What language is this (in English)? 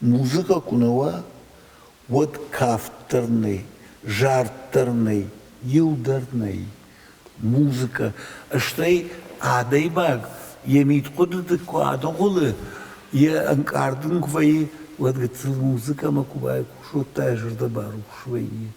Ossetic